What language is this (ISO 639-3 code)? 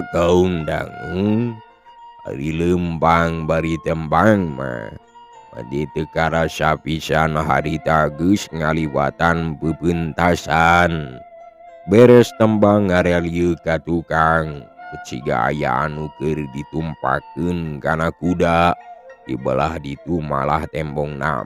sun